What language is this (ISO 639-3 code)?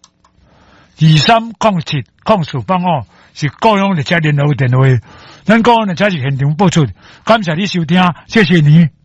nan